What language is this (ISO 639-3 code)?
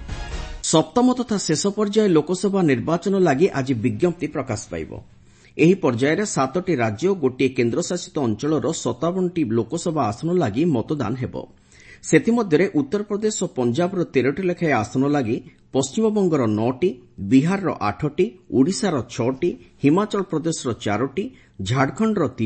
ori